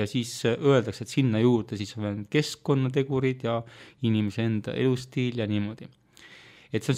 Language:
Estonian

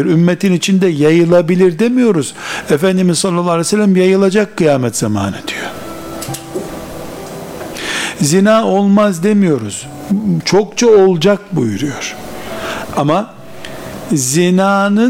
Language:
Turkish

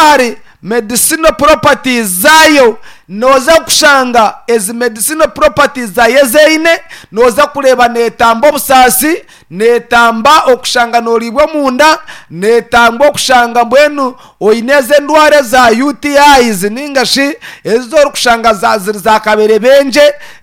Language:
Nyankole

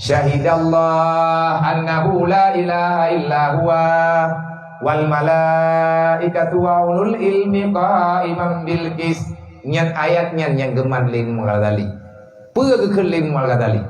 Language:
Achinese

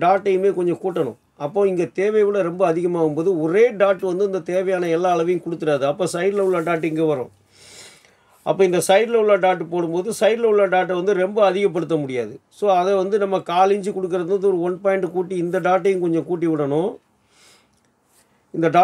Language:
Tamil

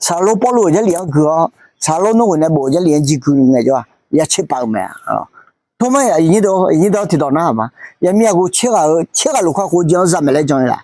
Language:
Akha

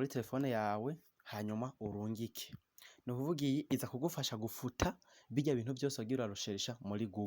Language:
Rundi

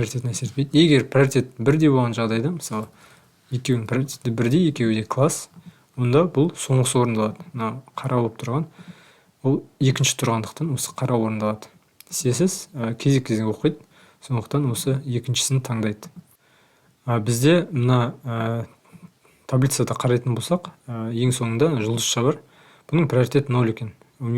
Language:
Kazakh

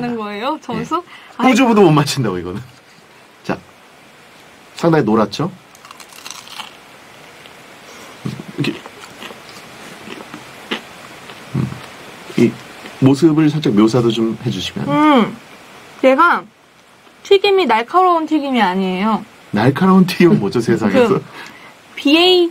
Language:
Korean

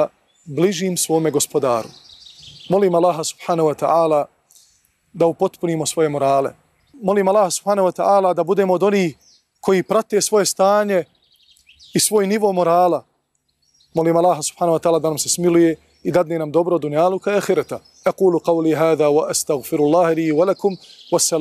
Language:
Bosnian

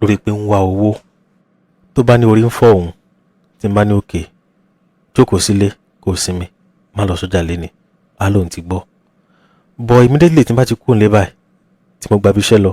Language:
Yoruba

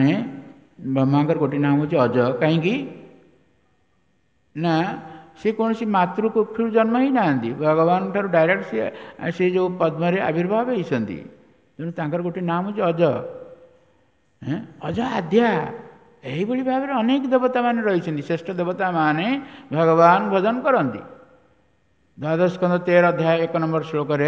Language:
Odia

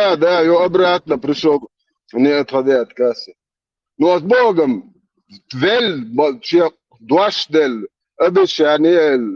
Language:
Chechen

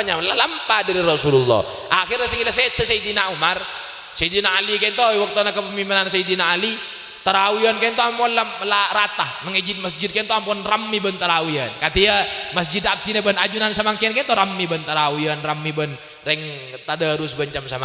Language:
Madurese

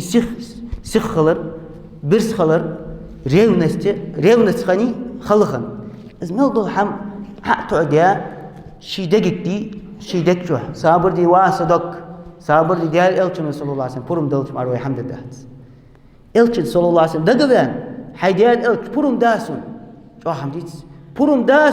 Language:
Ingush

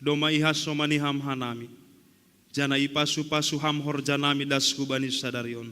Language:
Batak Simalungun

